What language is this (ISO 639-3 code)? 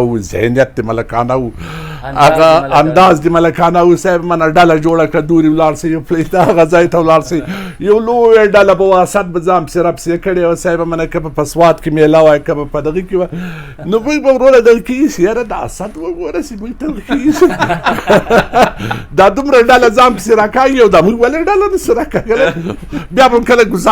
pus